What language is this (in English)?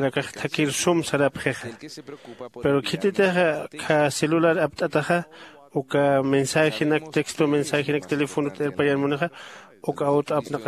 Aymara